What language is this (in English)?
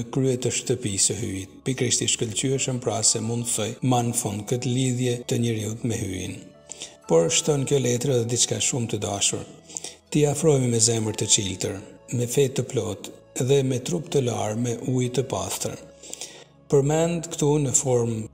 Albanian